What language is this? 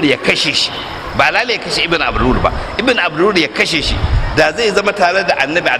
Hausa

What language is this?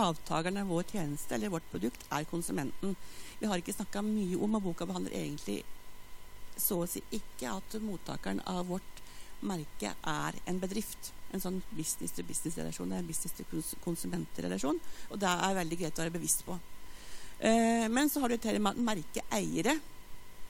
Norwegian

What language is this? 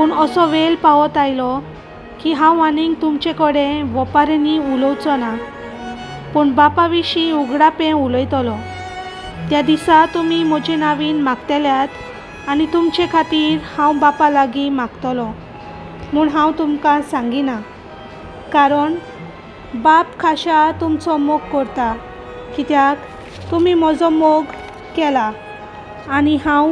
Konkani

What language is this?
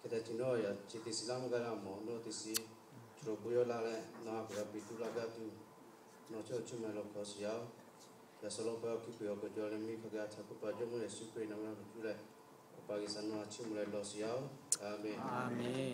Lahu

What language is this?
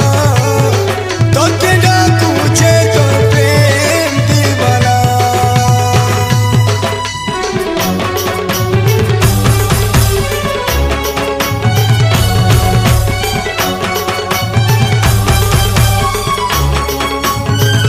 Sambalpuri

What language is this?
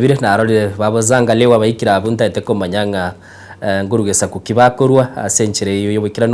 Gusii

